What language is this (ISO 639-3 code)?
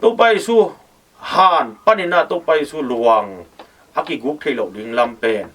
ctd